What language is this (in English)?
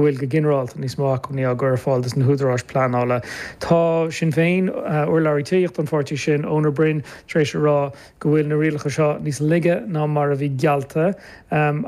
Irish